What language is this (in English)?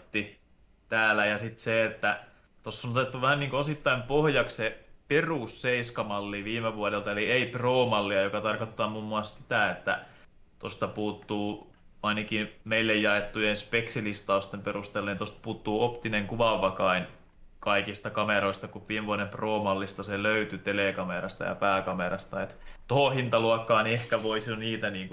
Finnish